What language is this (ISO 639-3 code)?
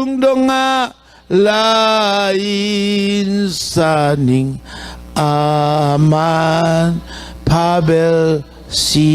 ctd